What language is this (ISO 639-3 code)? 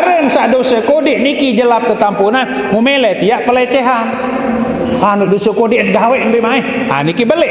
sas